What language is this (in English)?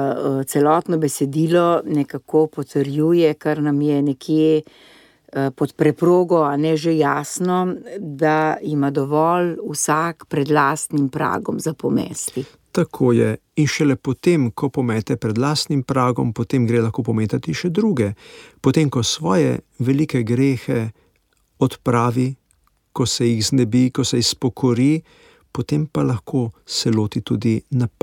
Slovenian